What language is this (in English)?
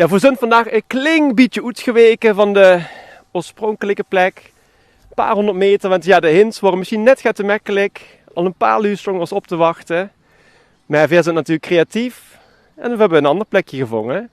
Limburgish